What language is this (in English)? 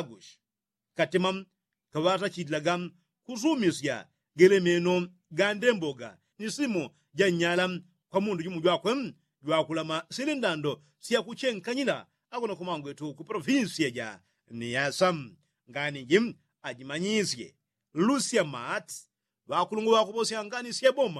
Yao